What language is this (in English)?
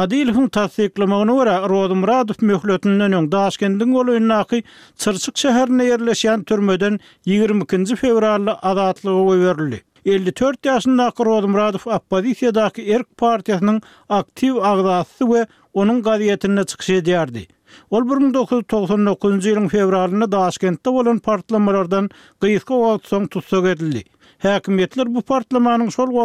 Turkmen